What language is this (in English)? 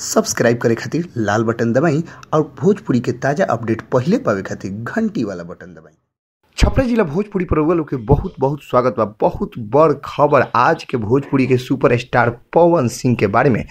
Bhojpuri